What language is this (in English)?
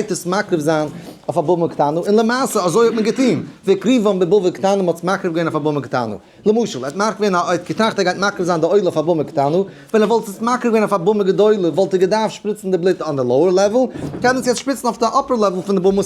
Yiddish